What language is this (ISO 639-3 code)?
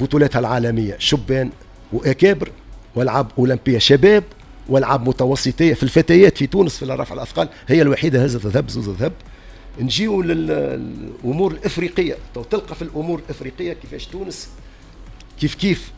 aeb